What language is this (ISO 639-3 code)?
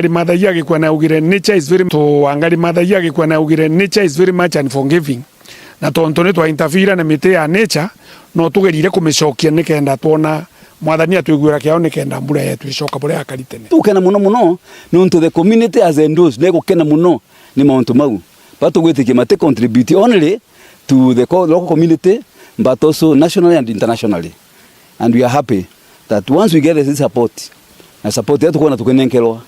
mer